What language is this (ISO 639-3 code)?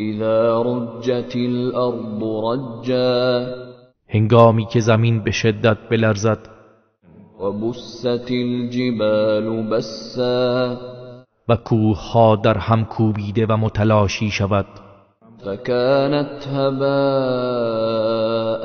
tgk